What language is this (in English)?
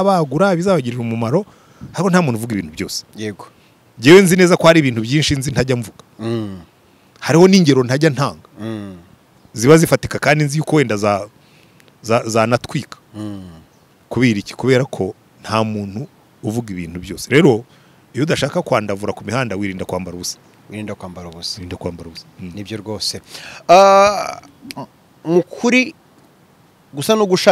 Kinyarwanda